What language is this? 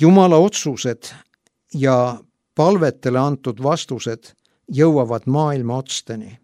Estonian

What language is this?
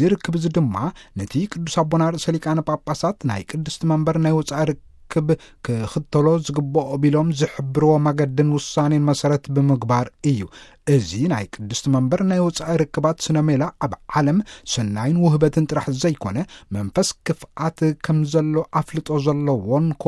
Tigrinya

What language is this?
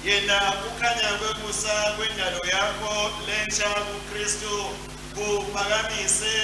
Swati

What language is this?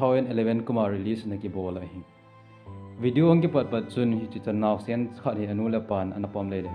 Thado Chin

